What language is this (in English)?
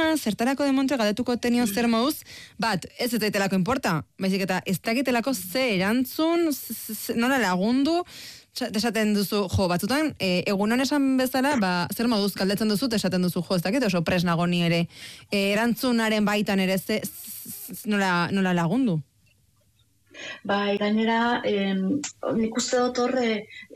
Basque